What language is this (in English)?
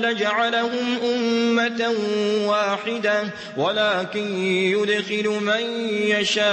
Maranao